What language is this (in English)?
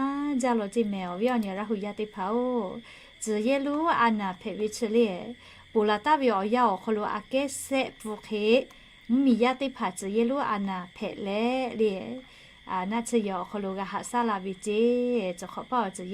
Lahu